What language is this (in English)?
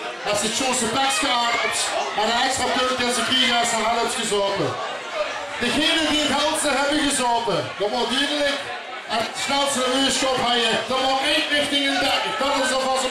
Limburgish